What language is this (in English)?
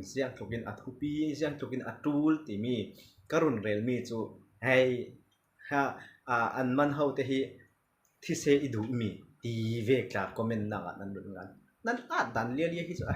Falam Chin